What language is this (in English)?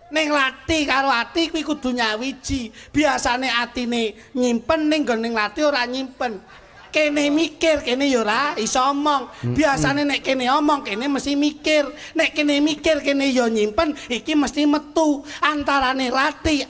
Javanese